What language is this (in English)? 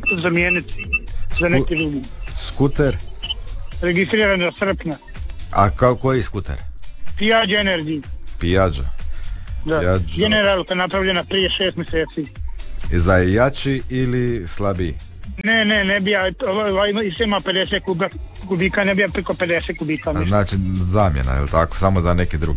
Croatian